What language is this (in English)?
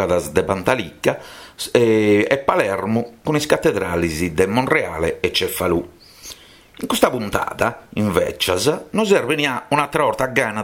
Sardinian